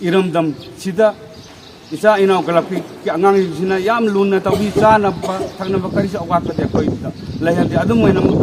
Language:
Manipuri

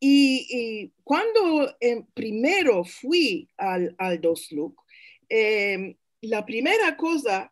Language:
Ladino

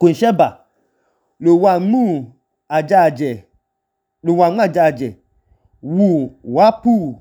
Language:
Idoma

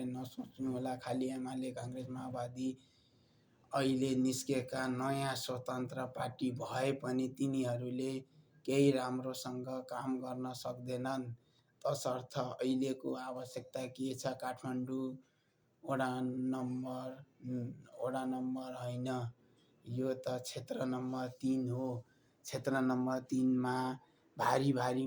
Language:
Nepali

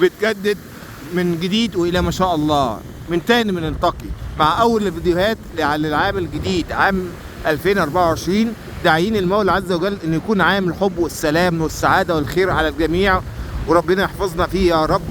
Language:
Egyptian Arabic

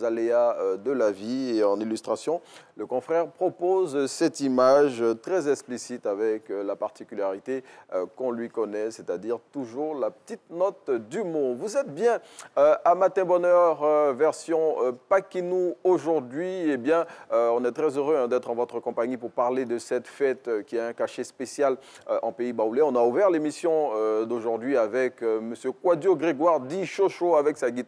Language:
French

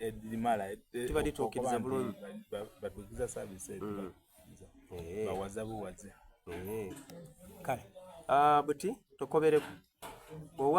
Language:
Soga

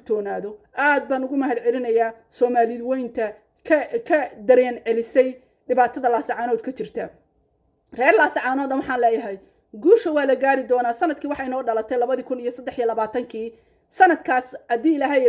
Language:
Somali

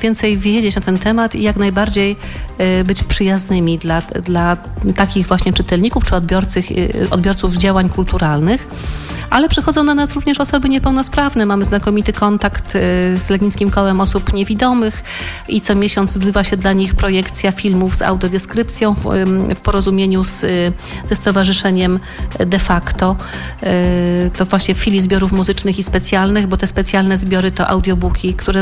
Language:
Polish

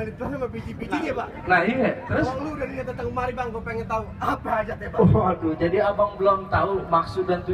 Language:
Betawi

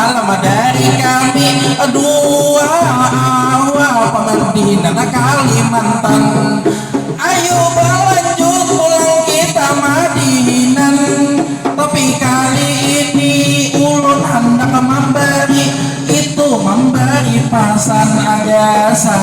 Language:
Banjar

